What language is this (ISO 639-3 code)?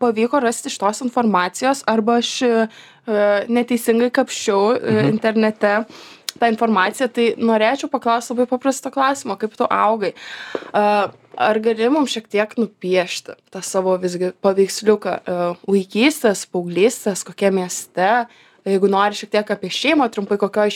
lit